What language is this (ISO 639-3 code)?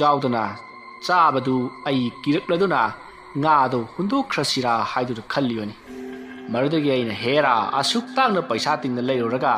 mni